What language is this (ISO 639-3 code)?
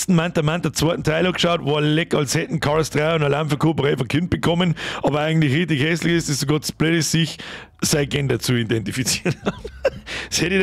bar